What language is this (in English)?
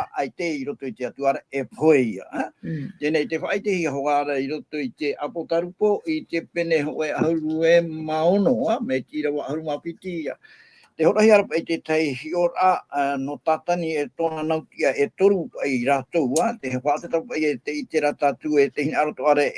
Tahitian